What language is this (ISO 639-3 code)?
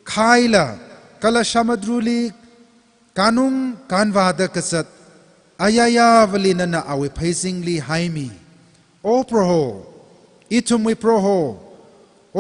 nmf